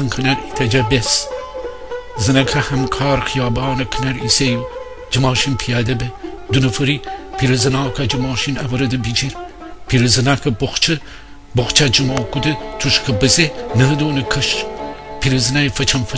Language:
Gilaki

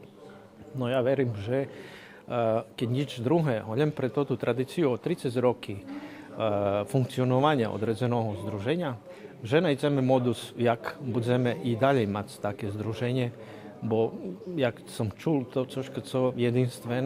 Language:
Rusyn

